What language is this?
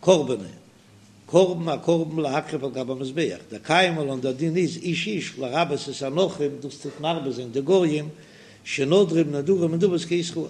Yiddish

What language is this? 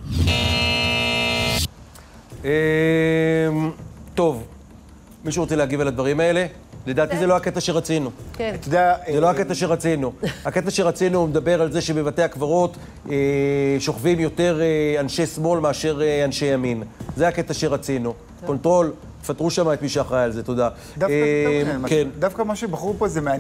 Hebrew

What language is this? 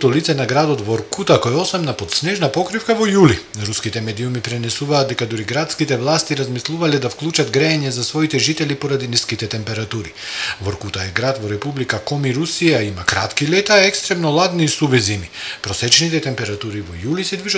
Macedonian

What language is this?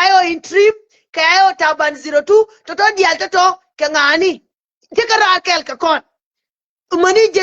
Nuer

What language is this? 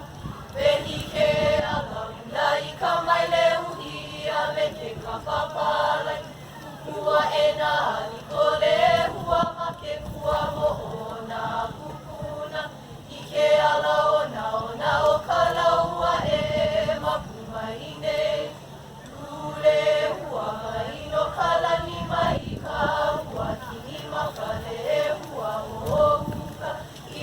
Hawaiian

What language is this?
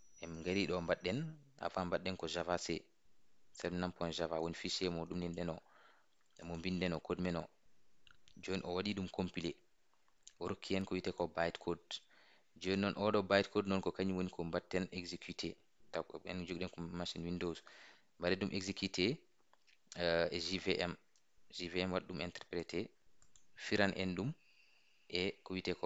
Fula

